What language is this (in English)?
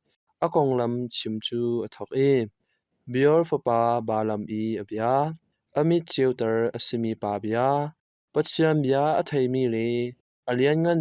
Hakha Chin